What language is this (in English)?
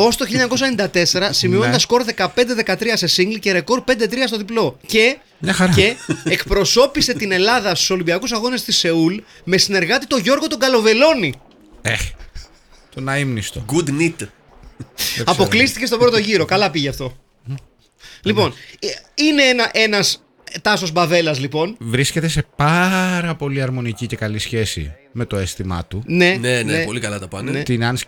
Greek